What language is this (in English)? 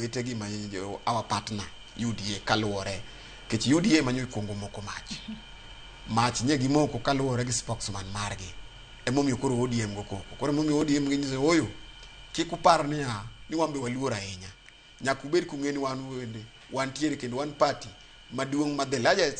Luo (Kenya and Tanzania)